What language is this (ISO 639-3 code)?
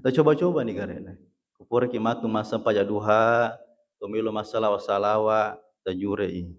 bug